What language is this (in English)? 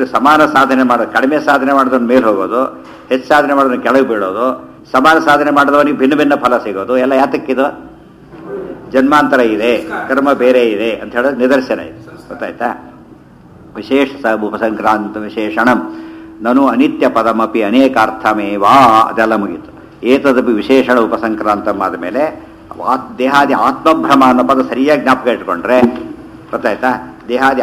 Kannada